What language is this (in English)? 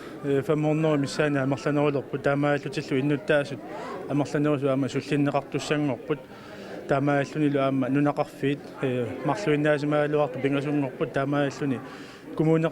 Kalaallisut